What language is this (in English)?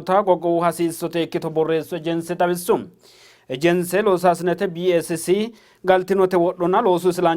Sidamo